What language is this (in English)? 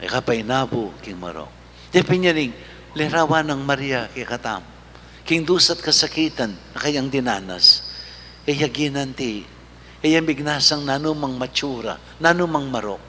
Pampanga